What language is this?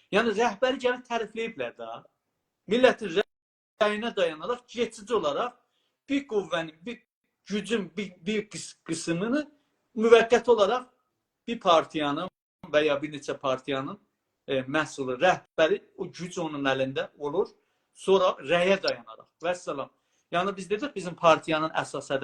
South Azerbaijani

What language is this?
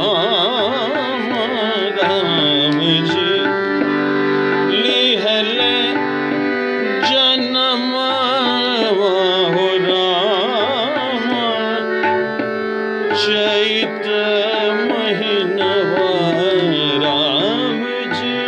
Bhojpuri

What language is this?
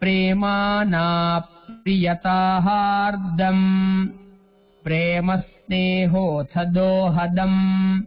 Sanskrit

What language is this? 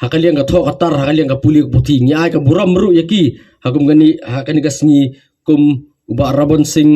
Khasi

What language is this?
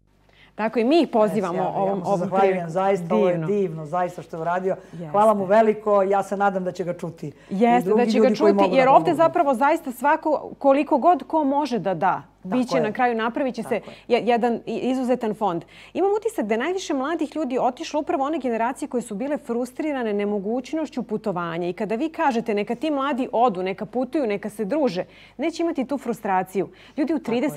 Serbian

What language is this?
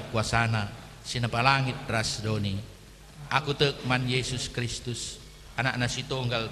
Batak Karo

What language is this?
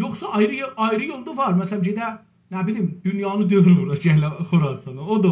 South Azerbaijani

